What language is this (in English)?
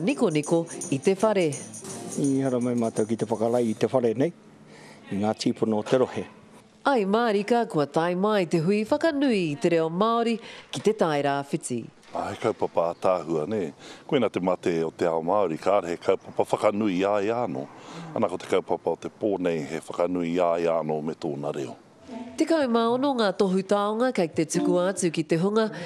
Māori